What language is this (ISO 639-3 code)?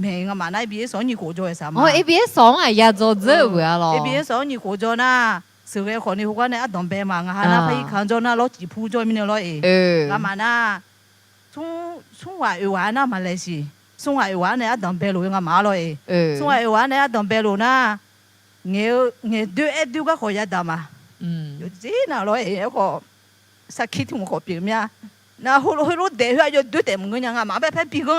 ahk